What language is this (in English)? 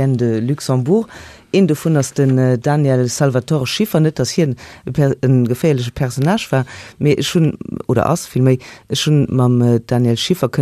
Luxembourgish